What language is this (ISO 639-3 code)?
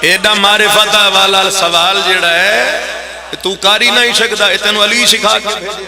phr